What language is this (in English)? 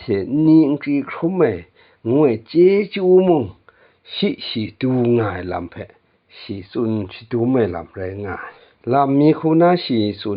Kachin